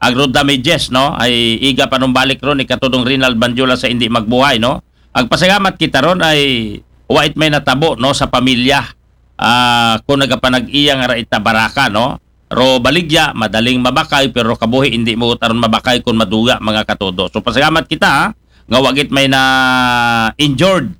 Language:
Aklanon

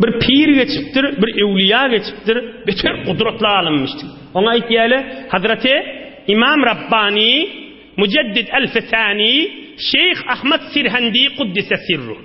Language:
Turkmen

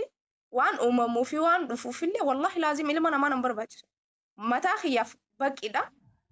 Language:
Oromo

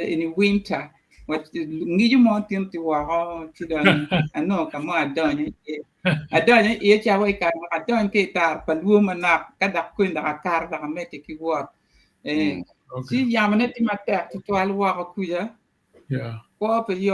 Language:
Acoli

